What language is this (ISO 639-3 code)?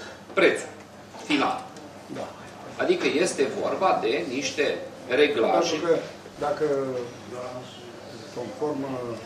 ron